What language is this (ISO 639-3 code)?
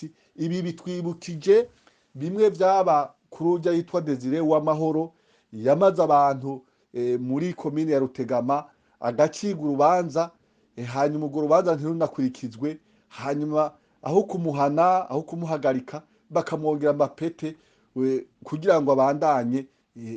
run